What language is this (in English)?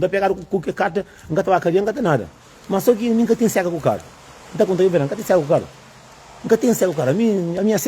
Kabuverdianu